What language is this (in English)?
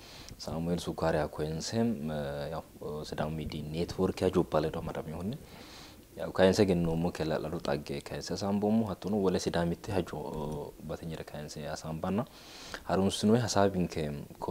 Sidamo